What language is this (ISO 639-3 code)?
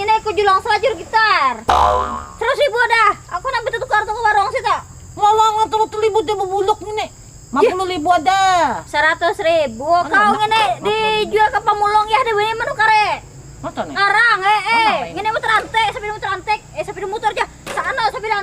bjn